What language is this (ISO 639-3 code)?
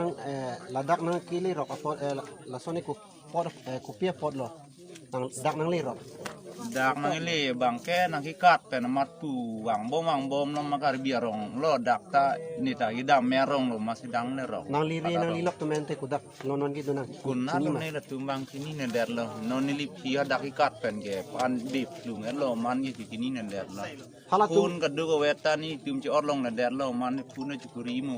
mjw